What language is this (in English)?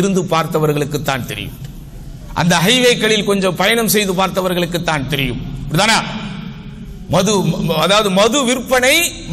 Tamil